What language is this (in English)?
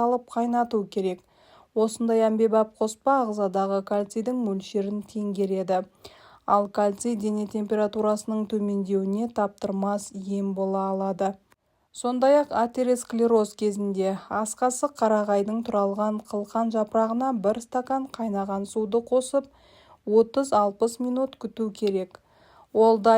Kazakh